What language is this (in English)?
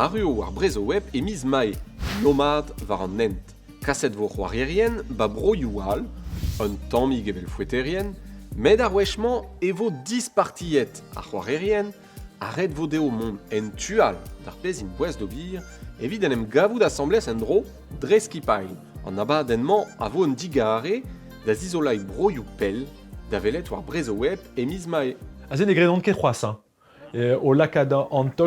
Breton